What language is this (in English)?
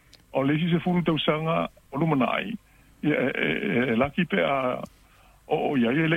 Samoan